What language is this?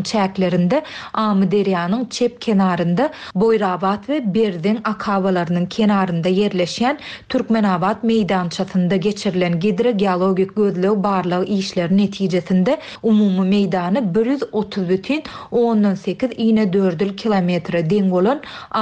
Turkmen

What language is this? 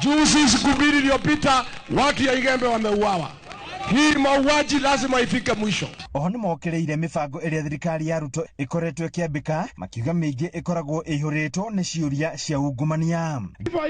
Kikuyu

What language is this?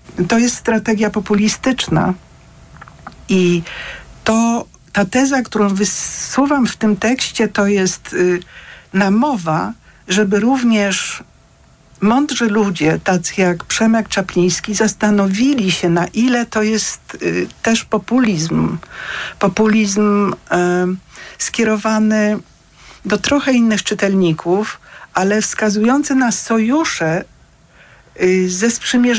Polish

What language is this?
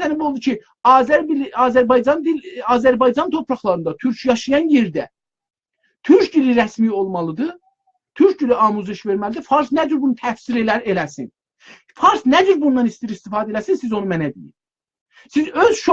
South Azerbaijani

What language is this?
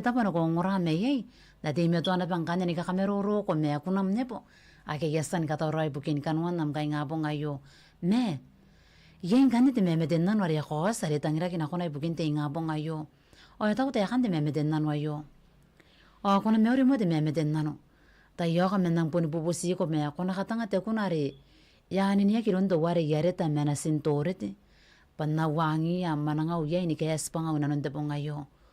Gilbertese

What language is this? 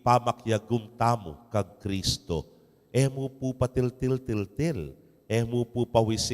Pampanga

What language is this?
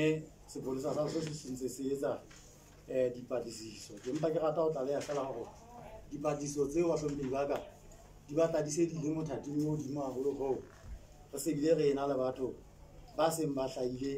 Southern Sotho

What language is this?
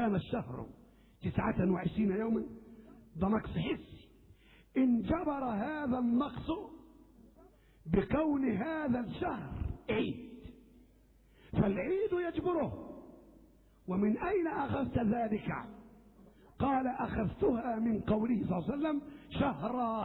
Arabic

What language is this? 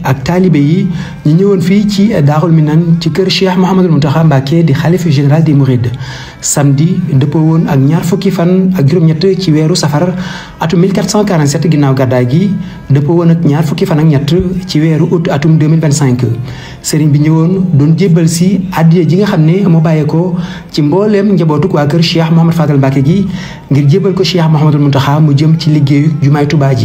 Wolof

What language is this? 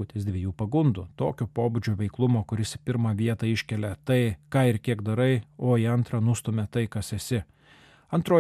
Lithuanian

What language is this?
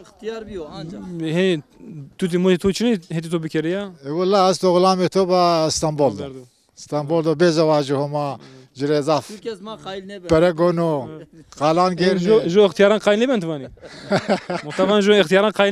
Zaza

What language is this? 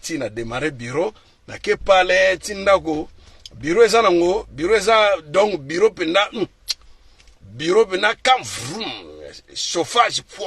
Lingala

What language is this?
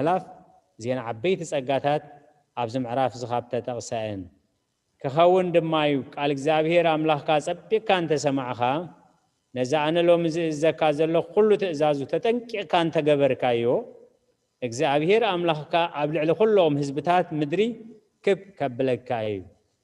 Tigrinya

